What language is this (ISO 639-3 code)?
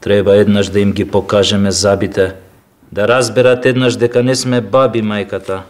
mkd